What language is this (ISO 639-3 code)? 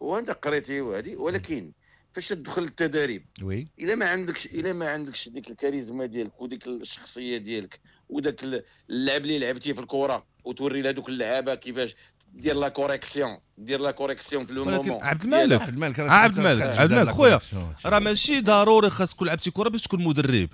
ary